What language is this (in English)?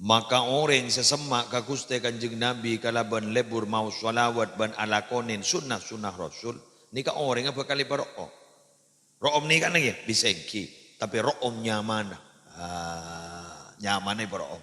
Madurese